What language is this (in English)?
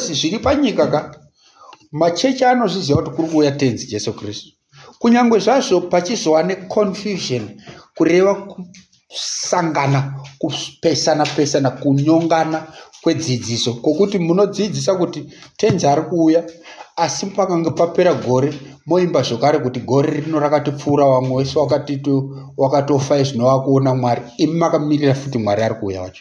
Shona